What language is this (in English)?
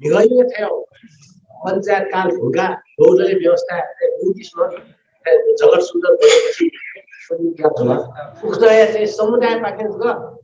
Newari